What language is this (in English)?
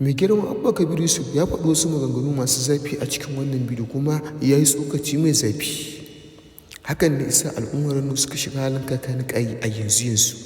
Hausa